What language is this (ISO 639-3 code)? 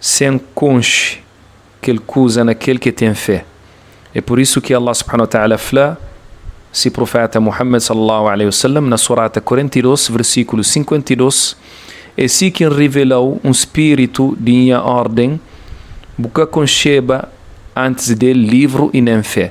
kea